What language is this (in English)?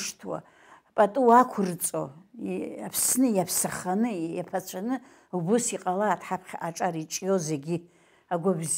Abkhazian